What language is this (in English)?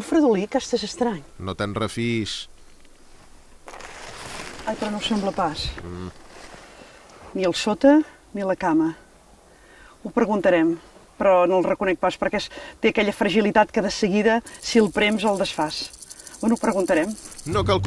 Catalan